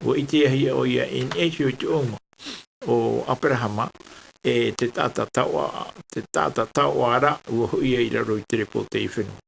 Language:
Tahitian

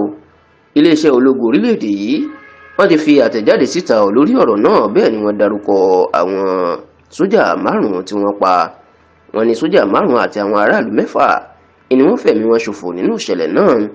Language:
Yoruba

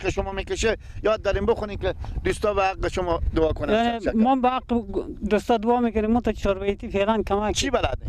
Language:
Persian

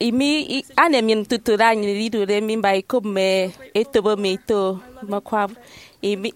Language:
Efik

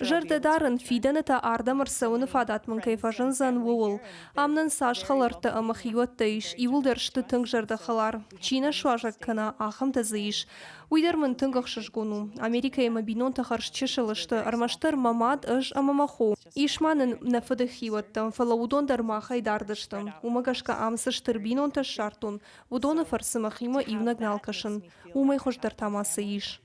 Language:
Ossetic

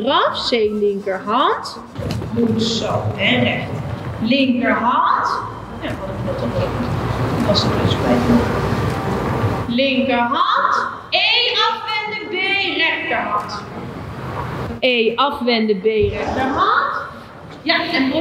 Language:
Dutch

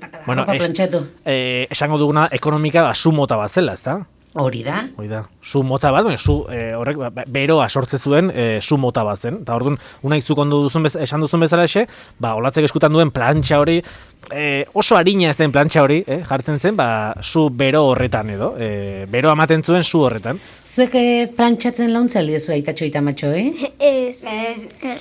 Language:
Basque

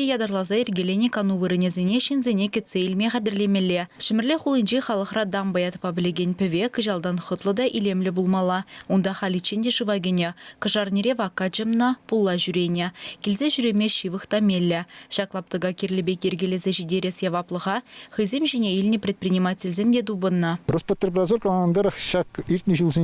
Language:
Chuvash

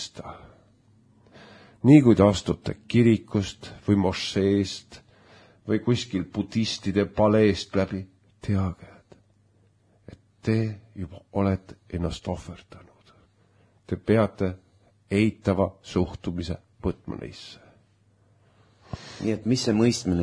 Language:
Estonian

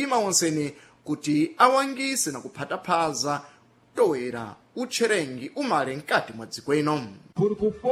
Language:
Sena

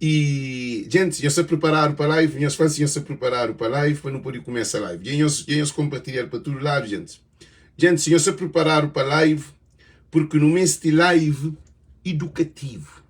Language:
Kabuverdianu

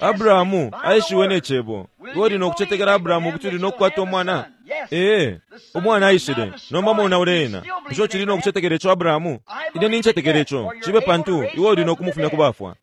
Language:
Bemba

